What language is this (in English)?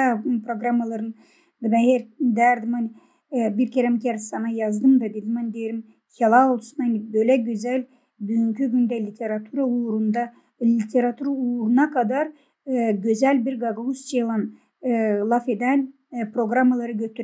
Gagauz